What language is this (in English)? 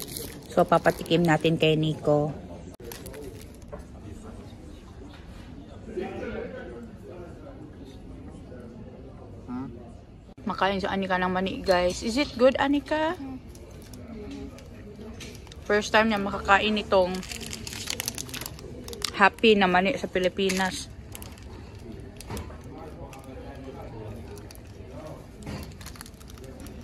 Filipino